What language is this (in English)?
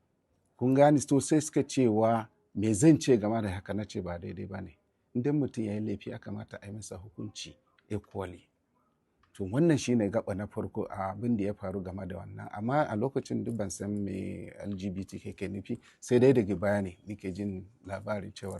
Hausa